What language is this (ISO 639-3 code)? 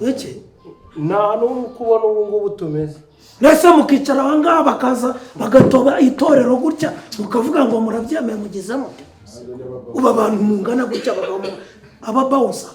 kin